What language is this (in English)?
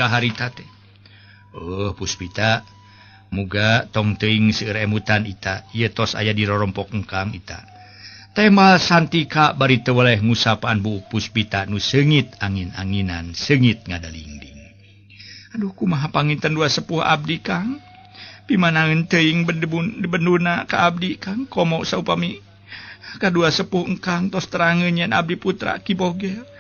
Sundanese